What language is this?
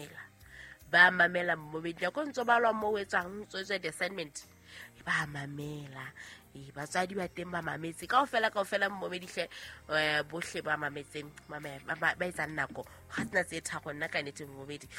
Southern Sotho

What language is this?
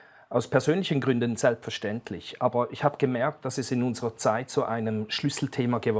Swiss German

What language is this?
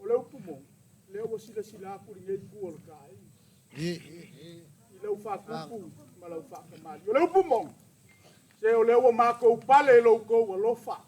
Samoan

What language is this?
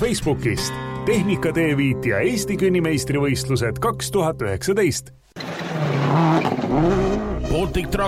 Estonian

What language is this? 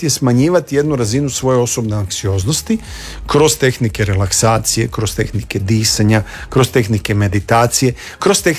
Croatian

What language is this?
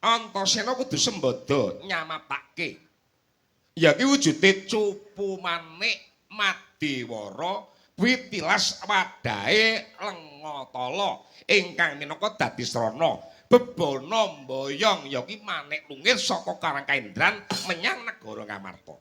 Javanese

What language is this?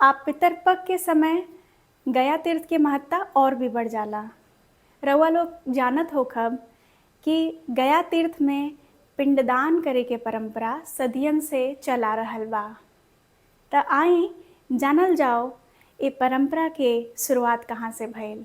Bhojpuri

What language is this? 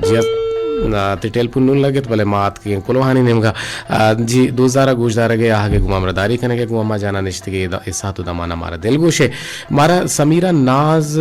Eastern Balochi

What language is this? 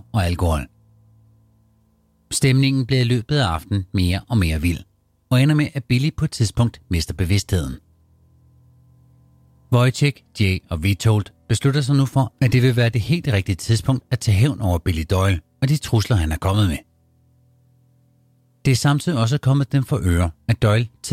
Danish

